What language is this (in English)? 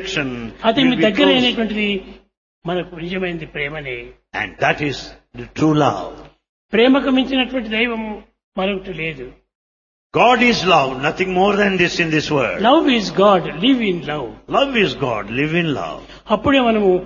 Telugu